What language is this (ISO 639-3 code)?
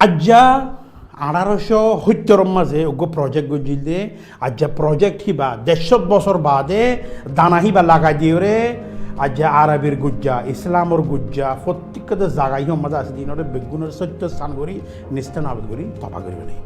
rhg